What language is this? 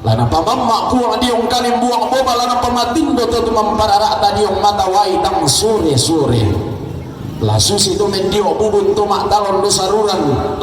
Toraja-Sa'dan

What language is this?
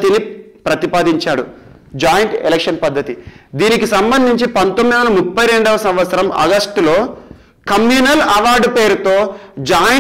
Telugu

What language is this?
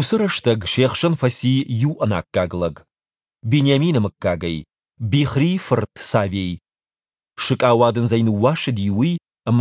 Ossetic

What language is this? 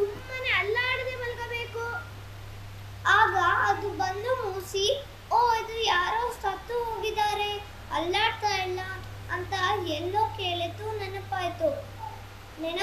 Kannada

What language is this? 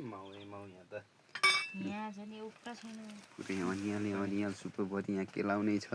Nepali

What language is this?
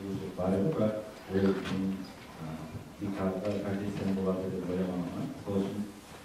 Kara-Kalpak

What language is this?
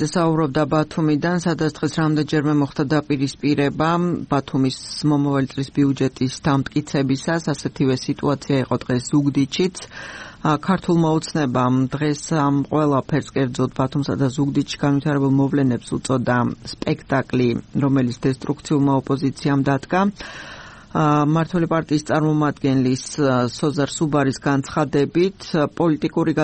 Georgian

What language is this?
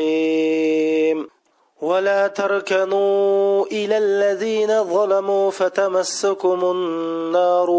Uyghur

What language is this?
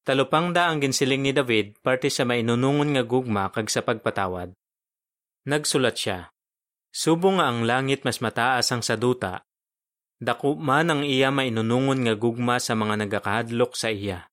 Hiligaynon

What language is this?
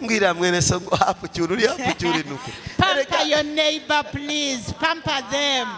Kinyarwanda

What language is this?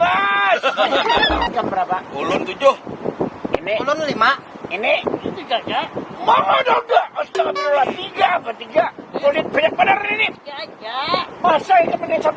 Betawi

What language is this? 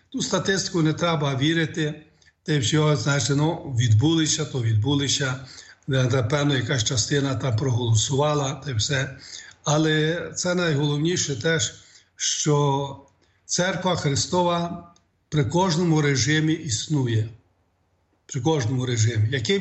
Ukrainian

